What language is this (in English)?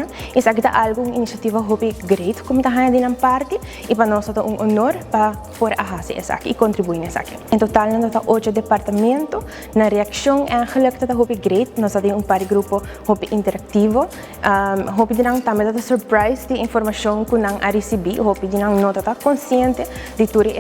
Papiamento